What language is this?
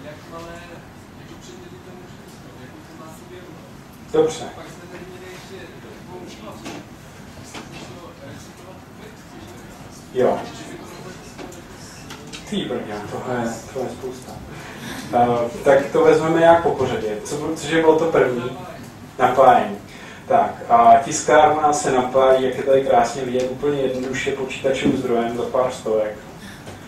Czech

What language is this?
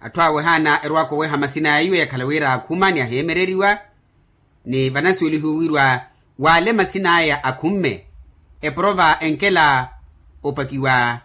Makhuwa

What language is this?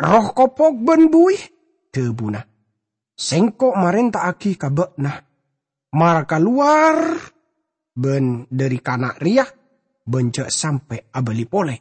Madurese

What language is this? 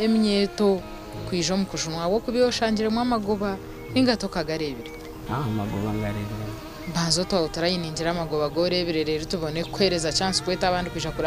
Nyankole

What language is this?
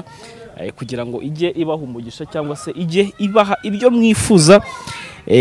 Kinyarwanda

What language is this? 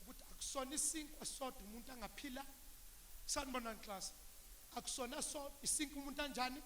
Zulu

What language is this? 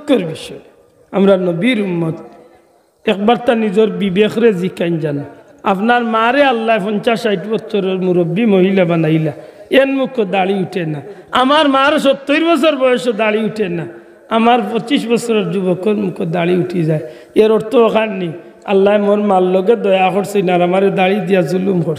Sylheti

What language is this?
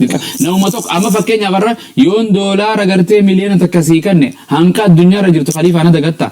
Oromo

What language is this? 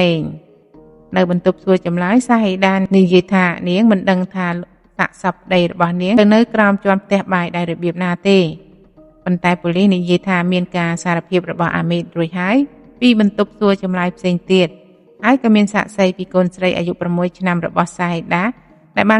Khmer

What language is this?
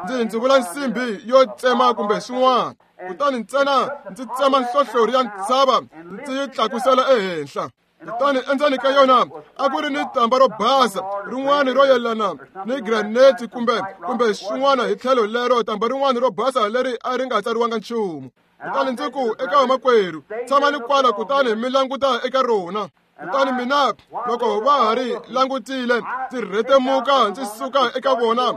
Tsonga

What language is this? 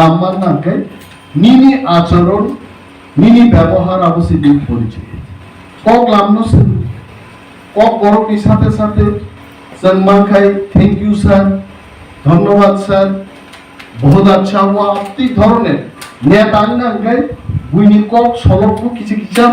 Kok Borok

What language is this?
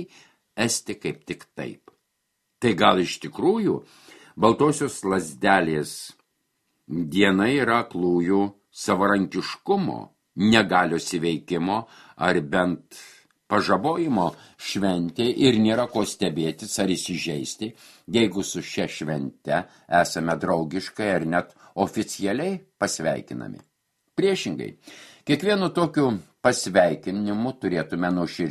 Lithuanian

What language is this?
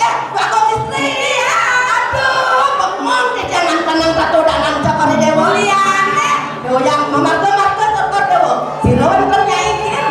Balinese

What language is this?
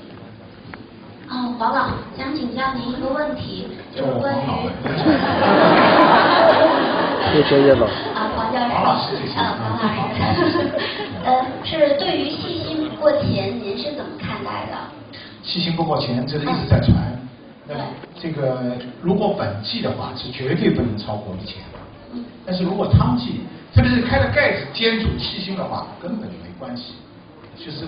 Chinese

